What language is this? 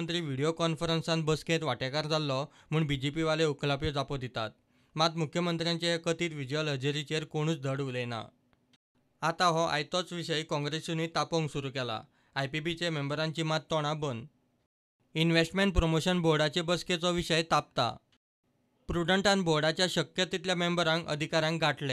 Konkani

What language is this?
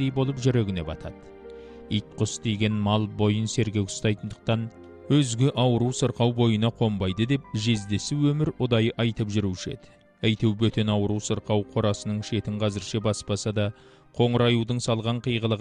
Kazakh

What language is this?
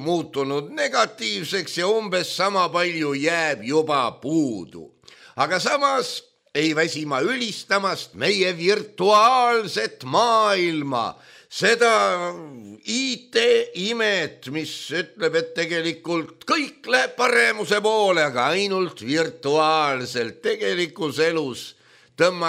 Estonian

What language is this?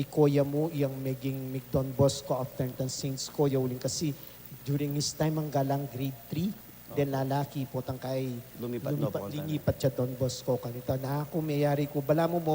Pampanga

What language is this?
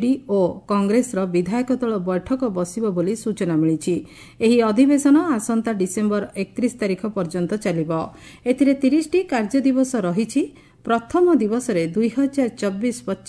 Odia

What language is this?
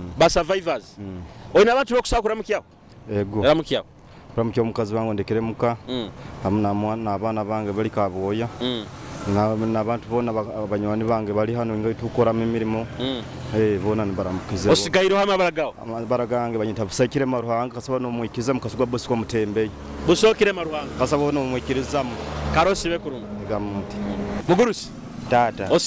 Nyoro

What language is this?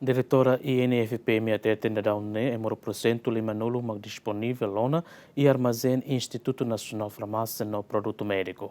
Tetum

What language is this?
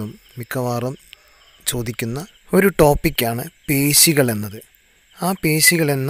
Malayalam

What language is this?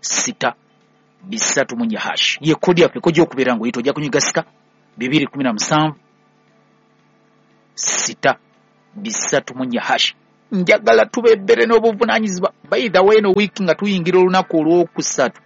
Ganda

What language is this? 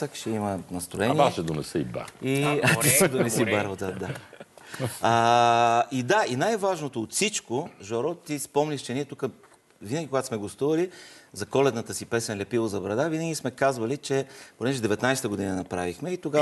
Bulgarian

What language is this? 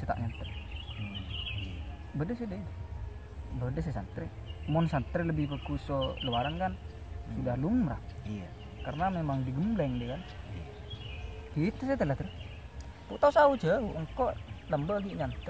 Madurese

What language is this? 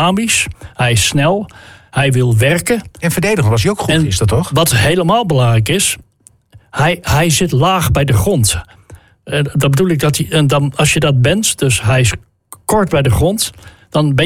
Dutch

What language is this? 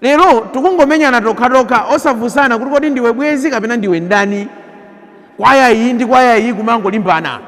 Nyanja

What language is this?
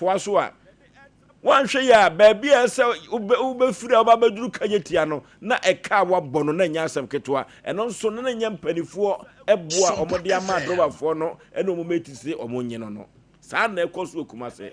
Akan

